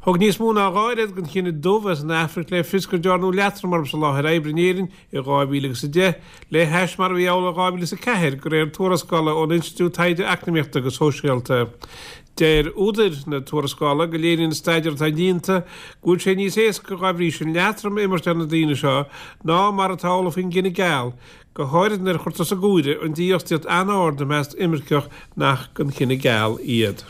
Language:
Irish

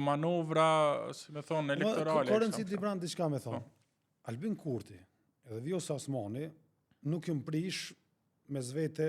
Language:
Albanian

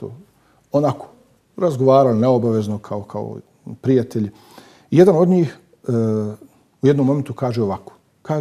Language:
Bosnian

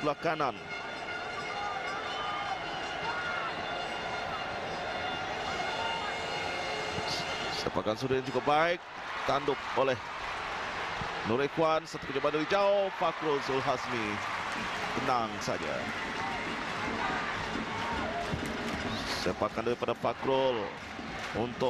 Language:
Malay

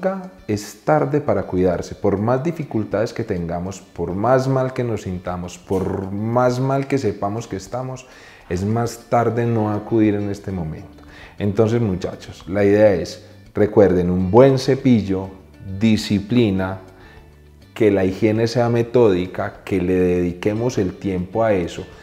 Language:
Spanish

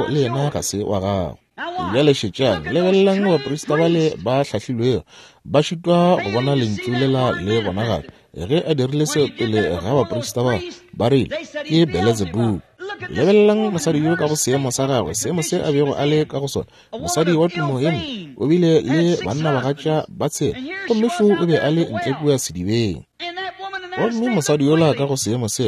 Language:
Northern Sotho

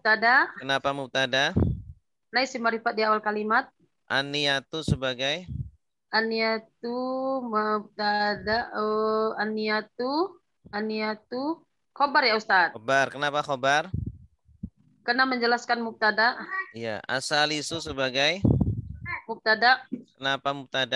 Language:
Indonesian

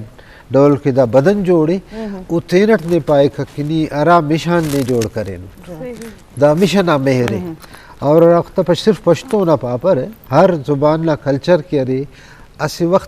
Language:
Eastern Balochi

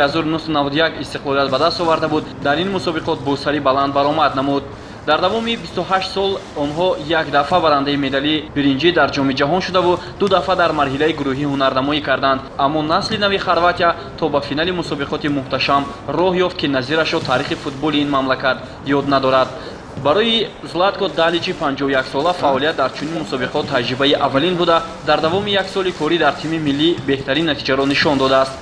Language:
Tajik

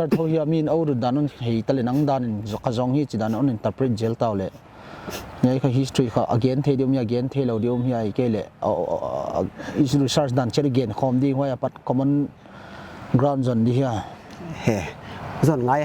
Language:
Paite Chin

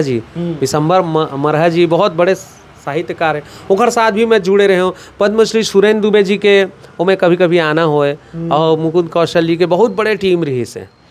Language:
Chhattisgarhi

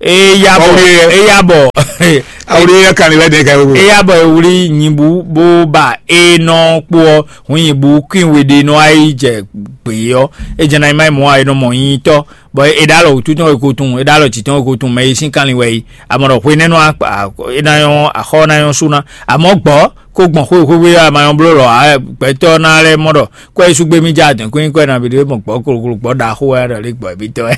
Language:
Fon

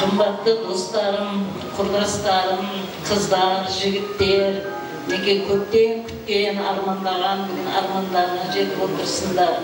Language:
Kara-Kalpak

